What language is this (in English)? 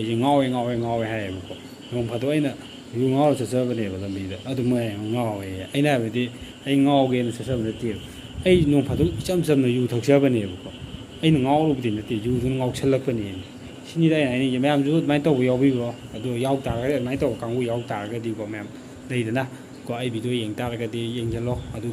Manipuri